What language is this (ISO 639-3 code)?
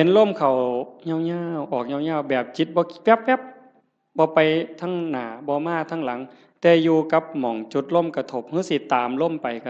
tts